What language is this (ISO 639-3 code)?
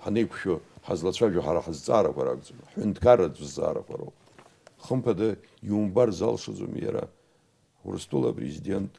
abk